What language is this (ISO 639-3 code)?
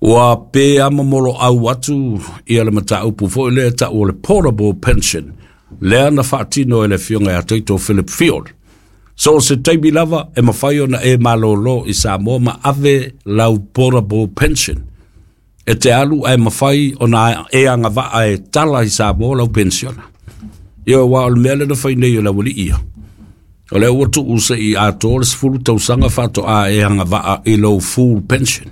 smo